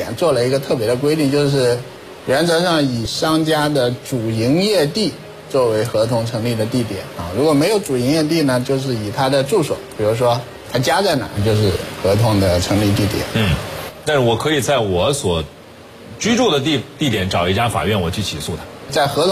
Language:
Chinese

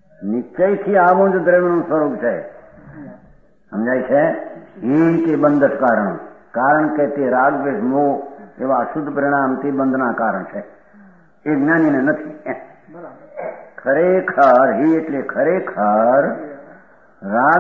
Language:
Gujarati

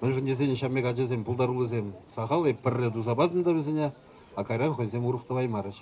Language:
Chuvash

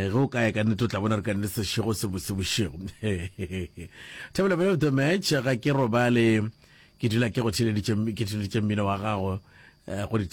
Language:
Northern Sotho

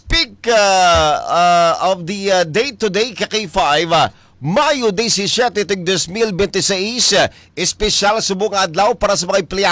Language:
Hiligaynon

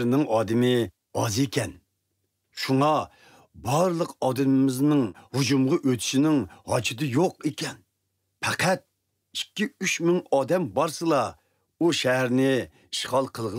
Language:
Uyghur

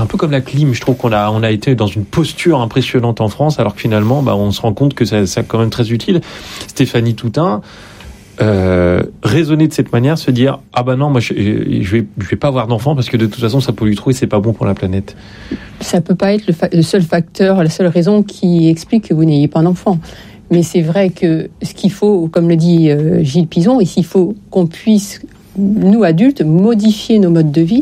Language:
French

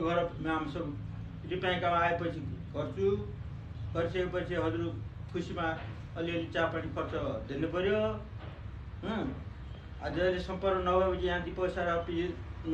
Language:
Nepali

